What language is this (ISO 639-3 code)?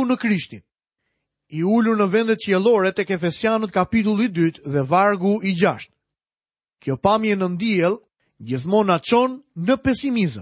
sqi